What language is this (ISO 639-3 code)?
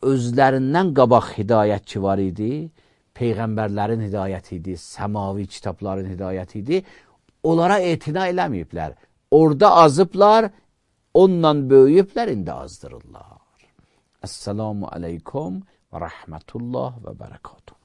aze